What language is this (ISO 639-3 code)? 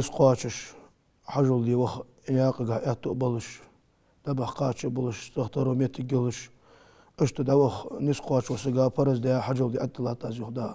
inh